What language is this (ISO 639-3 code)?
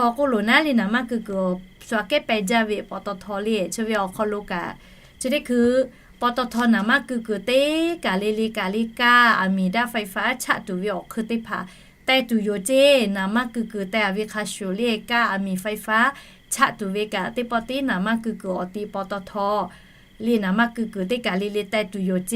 lhu